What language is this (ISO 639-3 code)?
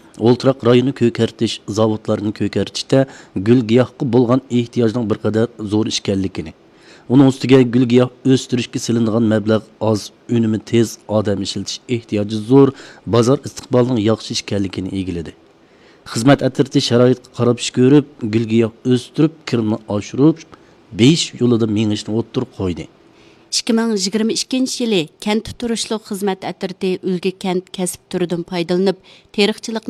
uig